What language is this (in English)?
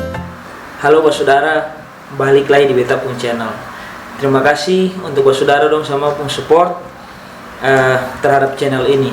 Ambonese Malay